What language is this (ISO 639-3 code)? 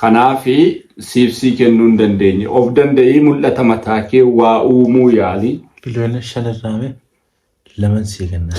orm